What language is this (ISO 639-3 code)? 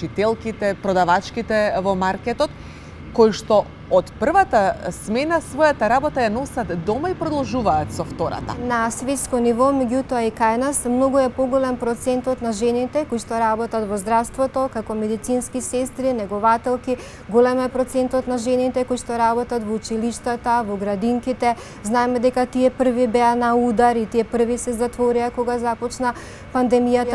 mkd